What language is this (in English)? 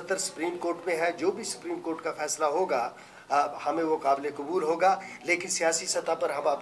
Urdu